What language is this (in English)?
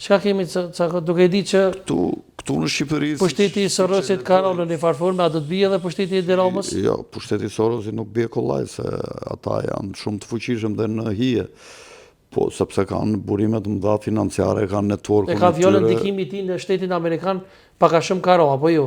Albanian